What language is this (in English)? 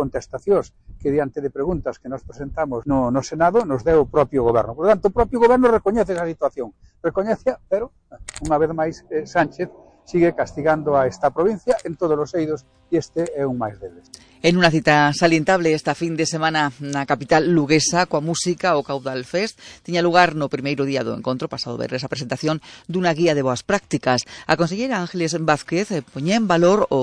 Galician